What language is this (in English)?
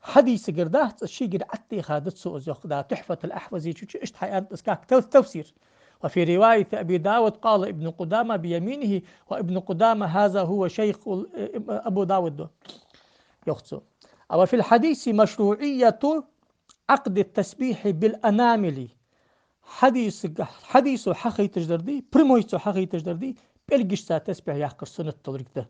Ingush